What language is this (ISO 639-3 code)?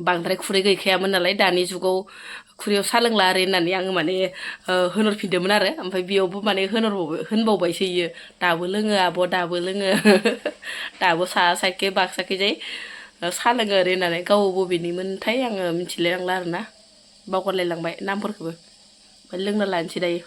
brx